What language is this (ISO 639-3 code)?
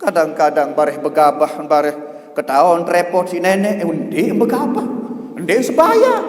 sas